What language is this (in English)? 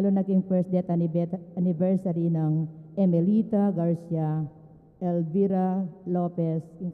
Pampanga